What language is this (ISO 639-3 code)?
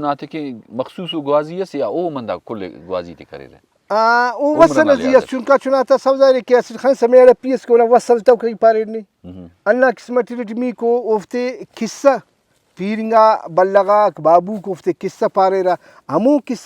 brh